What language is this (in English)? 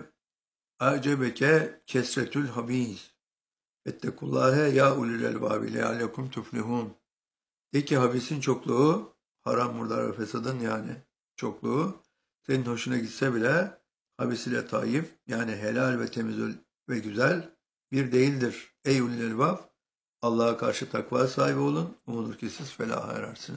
Turkish